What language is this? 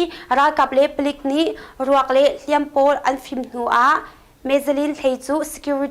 Hakha Chin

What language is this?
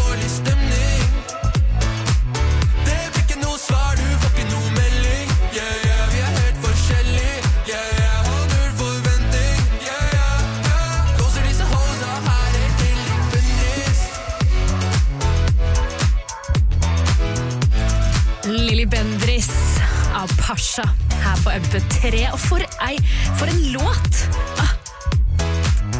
Norwegian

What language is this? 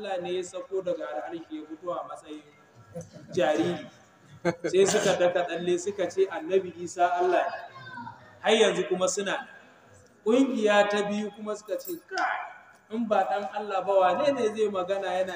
Hausa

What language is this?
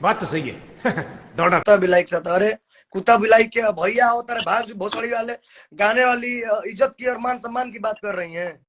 Bhojpuri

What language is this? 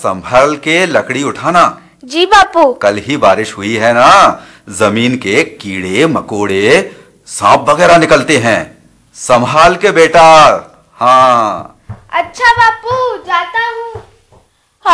Hindi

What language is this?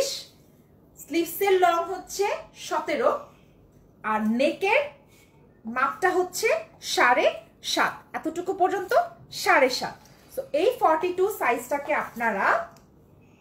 Bangla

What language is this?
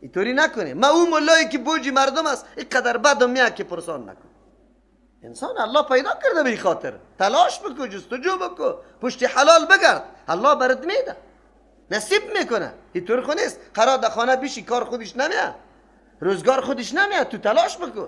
Persian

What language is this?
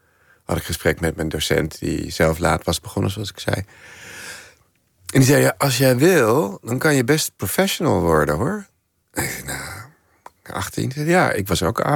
Dutch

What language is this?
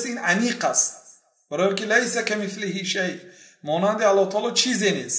Persian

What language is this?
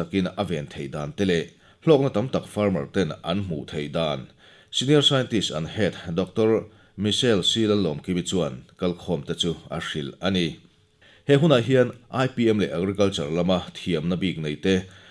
Mizo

